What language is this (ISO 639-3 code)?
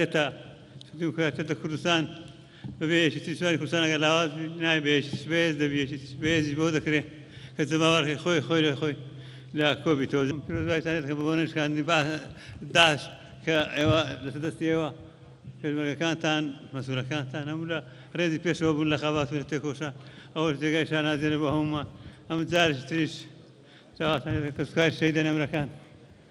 ckb